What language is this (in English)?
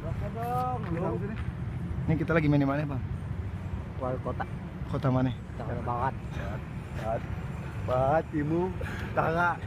Betawi